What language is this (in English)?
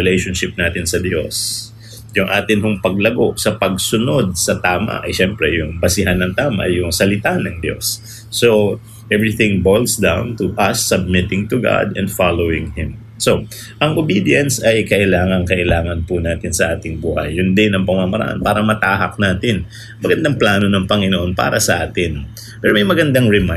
Filipino